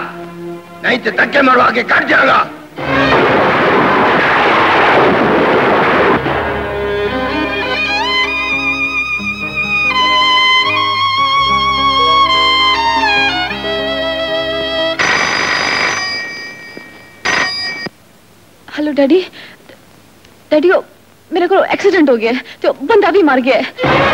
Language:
Hindi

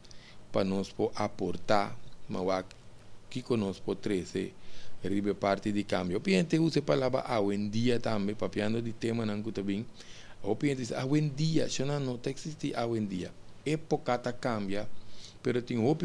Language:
Papiamento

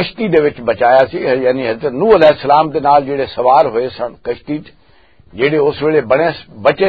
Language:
Western Panjabi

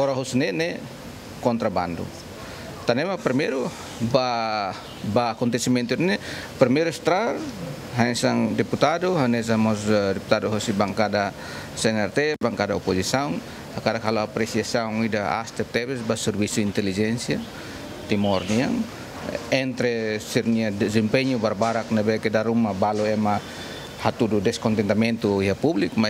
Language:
Tetum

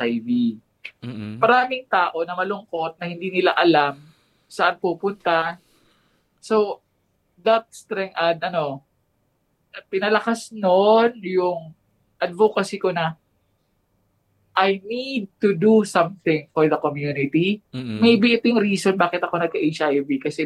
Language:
Filipino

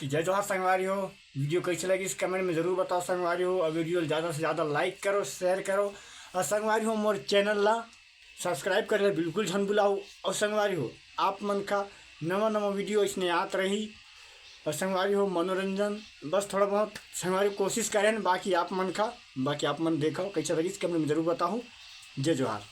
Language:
Chhattisgarhi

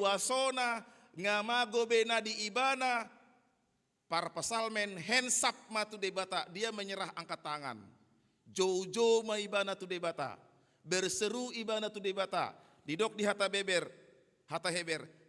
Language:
Batak Toba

